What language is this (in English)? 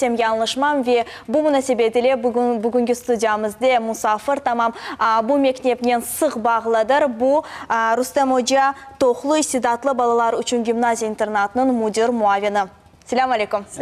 Crimean Tatar